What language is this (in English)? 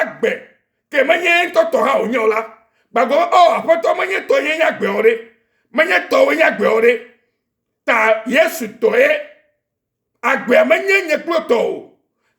Ewe